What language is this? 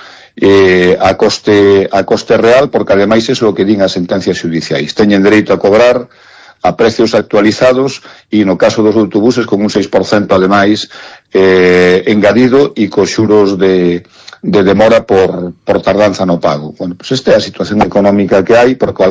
Galician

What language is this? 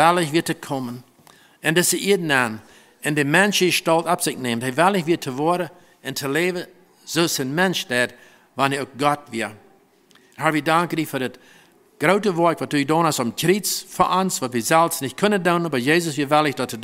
Plautdietsch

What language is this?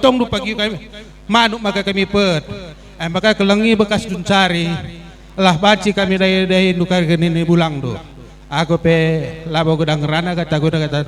Batak Karo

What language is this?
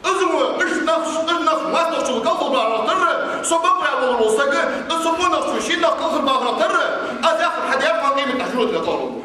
Ingush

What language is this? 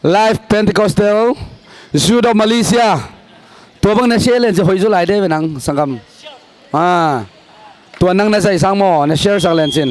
Tedim Chin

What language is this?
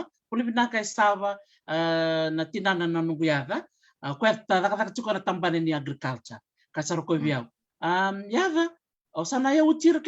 Fijian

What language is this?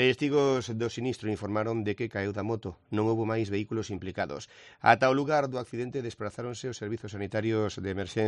Galician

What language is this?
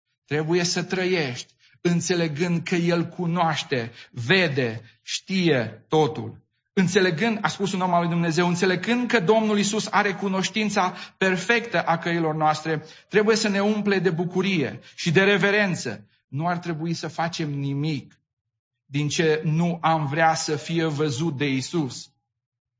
Romanian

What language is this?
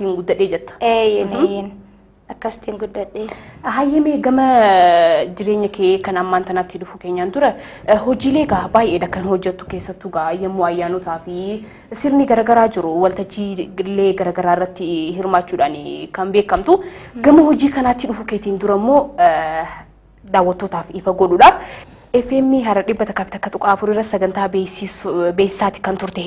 Oromo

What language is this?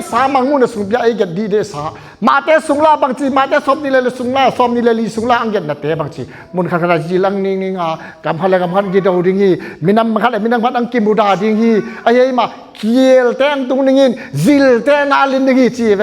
Tedim Chin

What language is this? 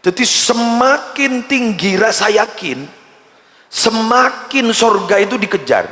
Madurese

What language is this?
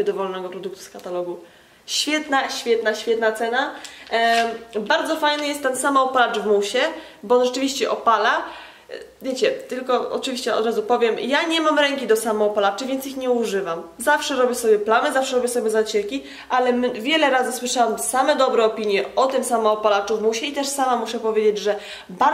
Polish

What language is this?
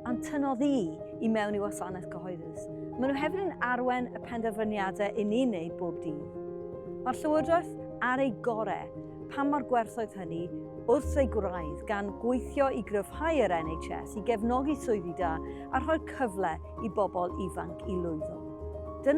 Welsh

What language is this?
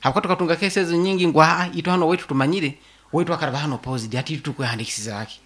Nyoro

